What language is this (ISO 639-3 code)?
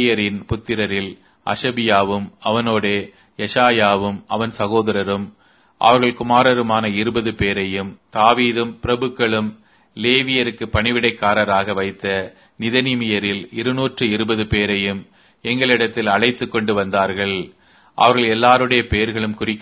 tam